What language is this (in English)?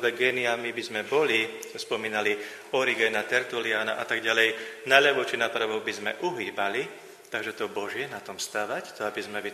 Slovak